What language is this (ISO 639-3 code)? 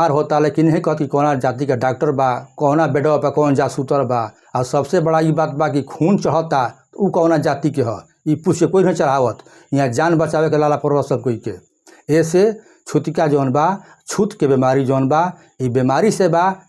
bho